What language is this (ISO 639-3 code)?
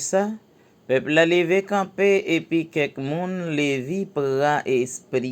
hat